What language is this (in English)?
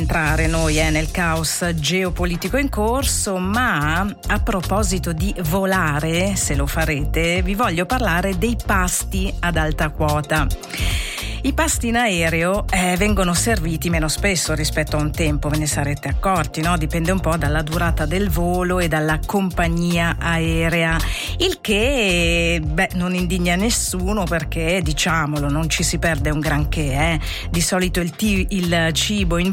Italian